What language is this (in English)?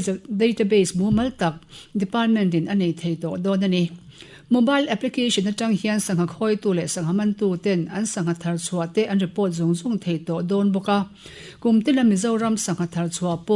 Mizo